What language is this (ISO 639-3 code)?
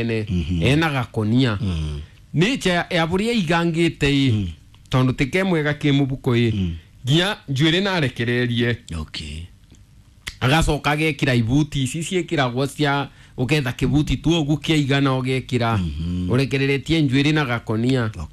kik